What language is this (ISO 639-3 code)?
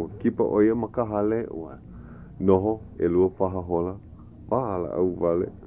haw